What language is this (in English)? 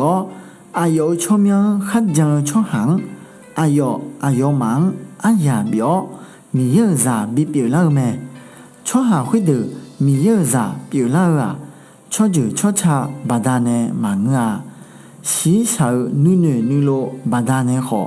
Akha